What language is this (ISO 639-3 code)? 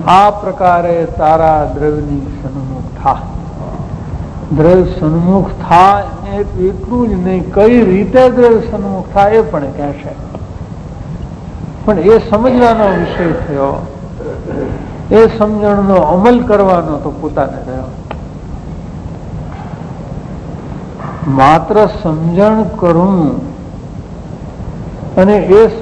guj